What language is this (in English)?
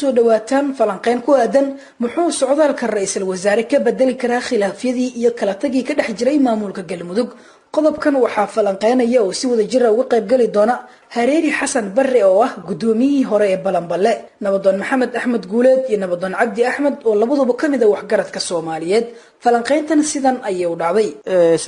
Somali